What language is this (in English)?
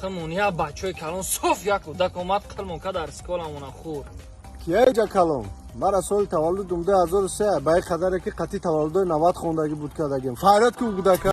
Tajik